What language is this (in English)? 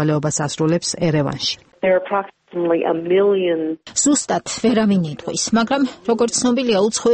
Georgian